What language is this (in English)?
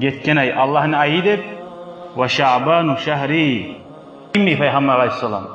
Kumyk